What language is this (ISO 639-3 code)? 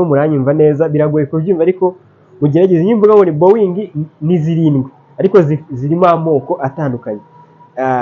kin